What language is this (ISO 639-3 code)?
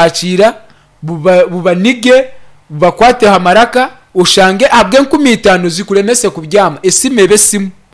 nyn